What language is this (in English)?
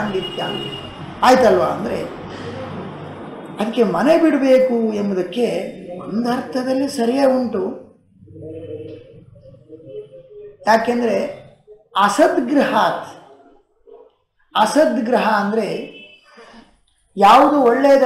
Kannada